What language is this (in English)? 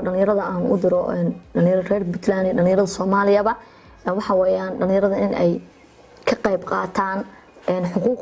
Somali